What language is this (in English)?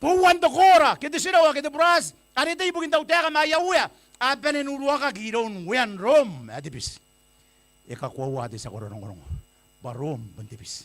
Gilbertese